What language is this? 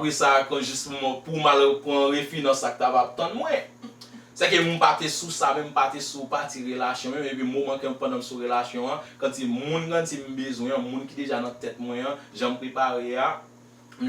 Haitian Creole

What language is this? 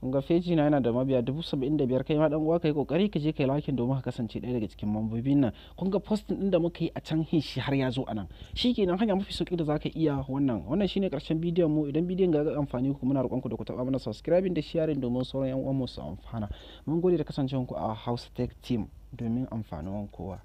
Hausa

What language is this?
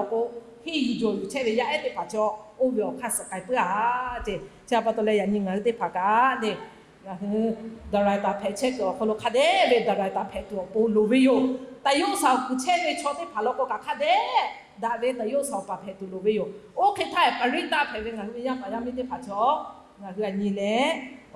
Lahu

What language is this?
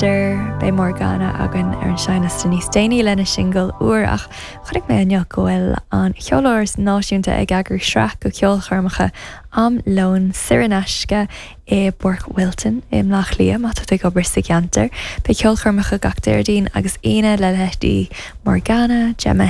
Irish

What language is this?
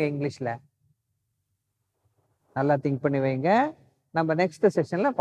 Tamil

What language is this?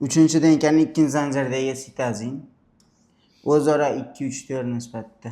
Uzbek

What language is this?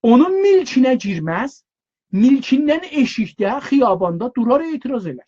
South Azerbaijani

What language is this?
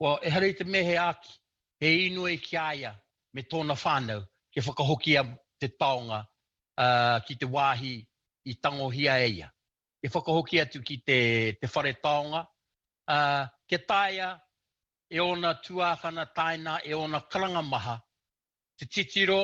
Māori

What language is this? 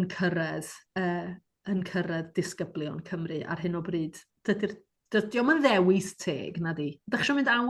Welsh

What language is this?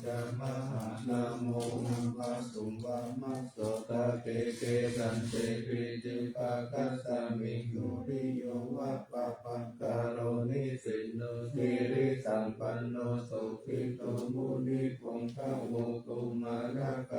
Pali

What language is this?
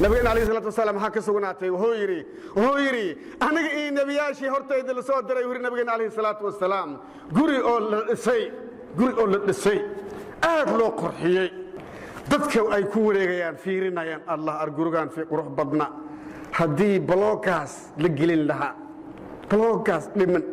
Somali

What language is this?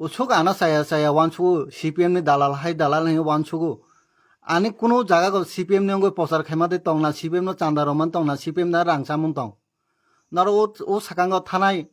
Kok Borok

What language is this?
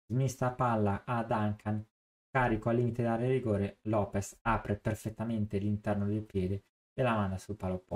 Italian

